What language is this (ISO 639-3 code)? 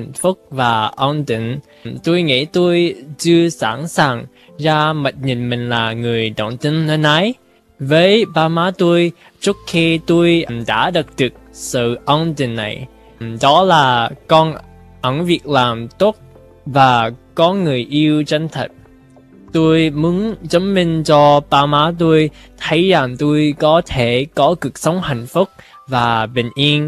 vie